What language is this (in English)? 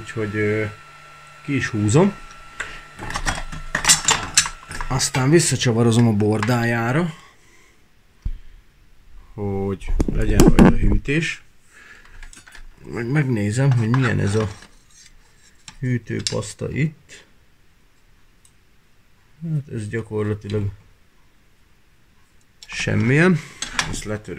Hungarian